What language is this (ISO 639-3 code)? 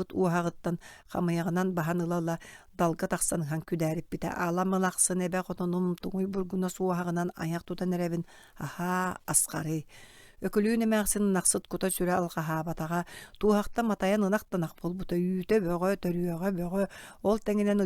sah